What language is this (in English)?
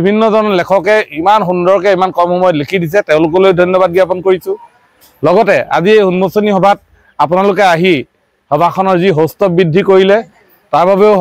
Assamese